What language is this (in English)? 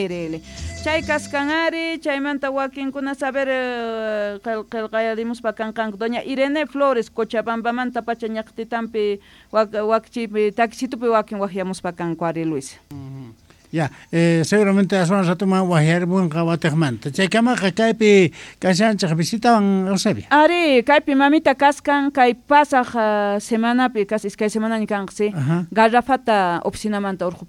South Bolivian Quechua